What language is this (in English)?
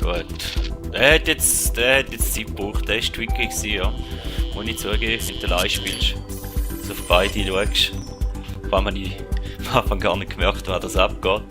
Swiss German